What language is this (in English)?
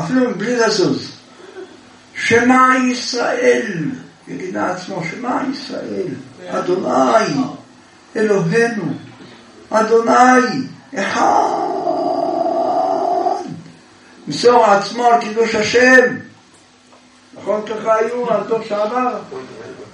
Hebrew